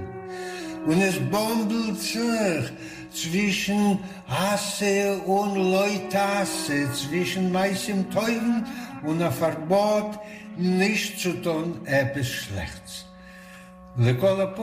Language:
Yiddish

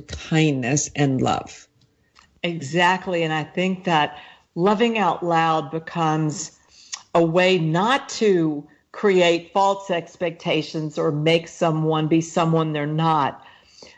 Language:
English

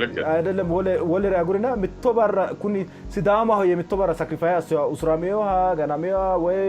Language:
Sidamo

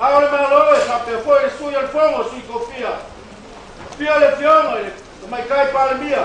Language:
Samoan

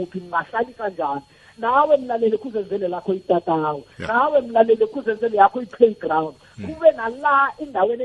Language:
South Ndebele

